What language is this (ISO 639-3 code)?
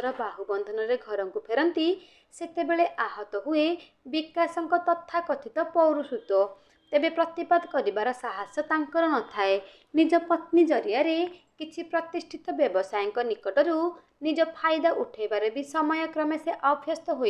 ori